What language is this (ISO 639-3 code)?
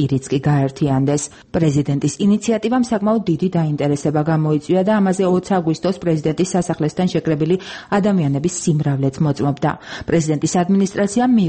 kat